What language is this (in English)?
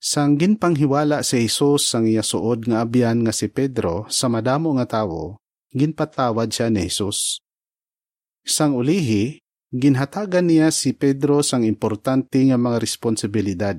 Hiligaynon